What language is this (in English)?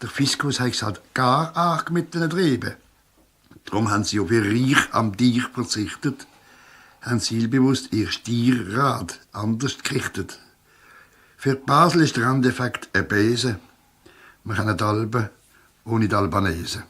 Swiss German